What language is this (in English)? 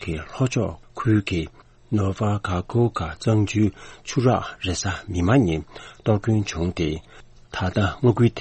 Tibetan